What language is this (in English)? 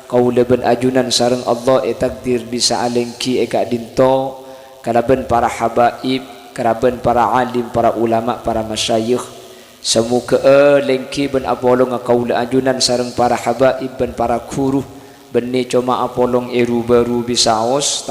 Madurese